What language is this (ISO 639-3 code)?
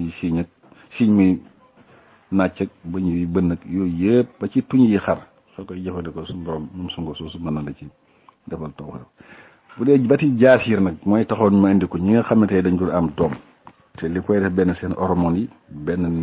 wol